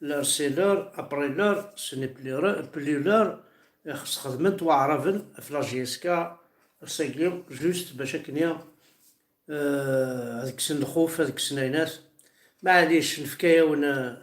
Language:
Kabyle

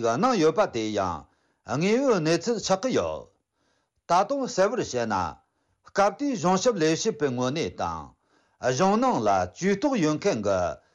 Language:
Tibetan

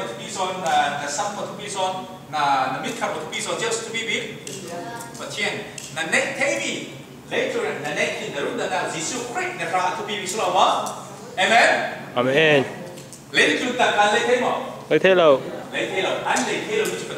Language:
Falam Chin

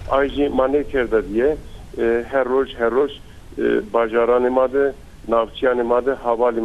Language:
Zaza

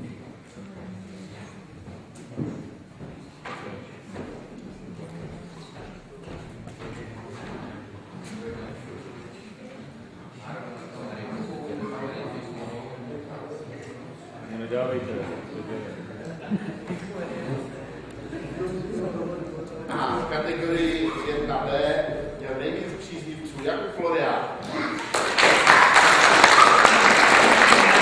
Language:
Czech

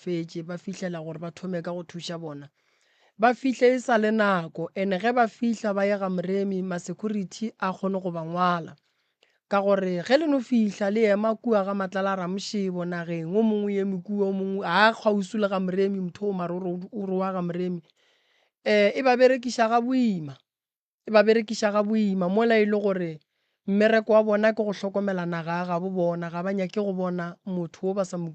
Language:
Northern Sotho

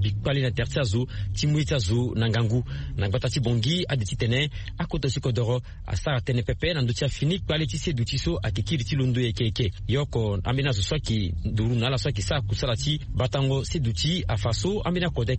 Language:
Sango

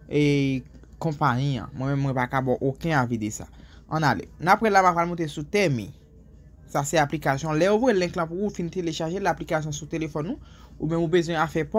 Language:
Haitian Creole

